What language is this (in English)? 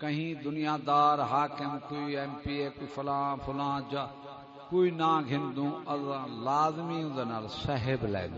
Saraiki